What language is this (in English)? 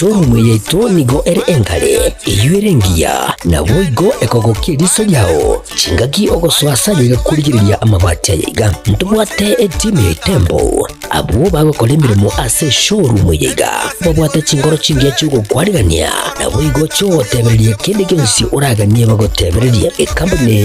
Gusii